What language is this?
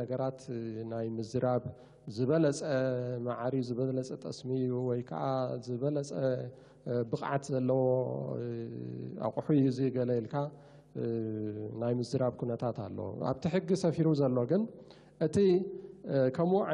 Tigrinya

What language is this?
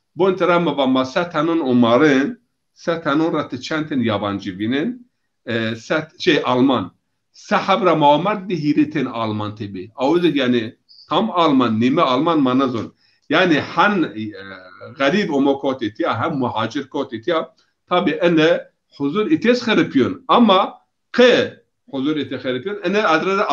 Zaza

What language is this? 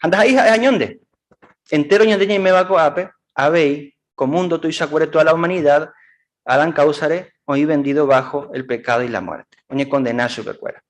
Guarani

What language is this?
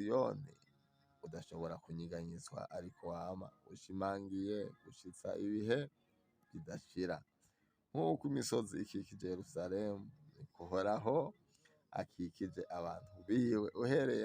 Rundi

